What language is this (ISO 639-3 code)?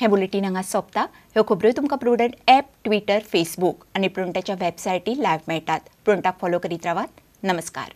kok